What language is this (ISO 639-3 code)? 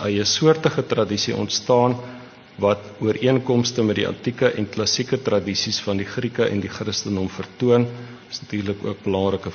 afr